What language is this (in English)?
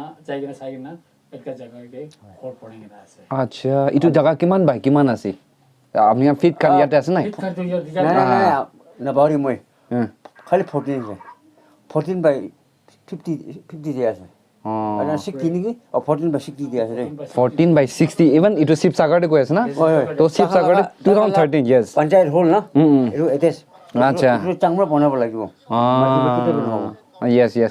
Naga Pidgin